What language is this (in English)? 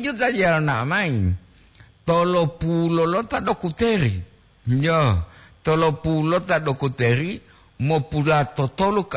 Gorontalo